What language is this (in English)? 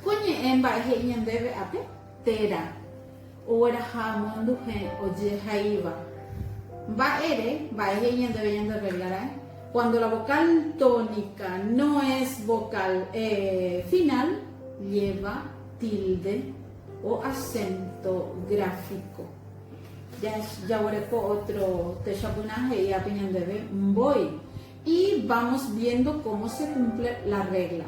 Guarani